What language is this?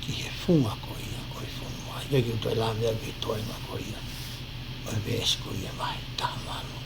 Tongan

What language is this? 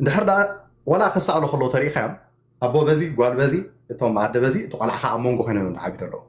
Tigrinya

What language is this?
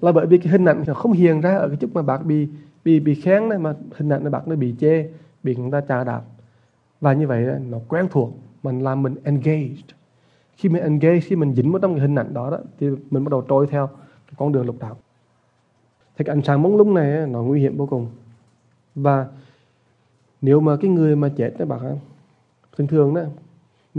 Vietnamese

